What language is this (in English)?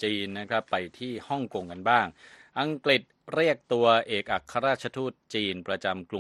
Thai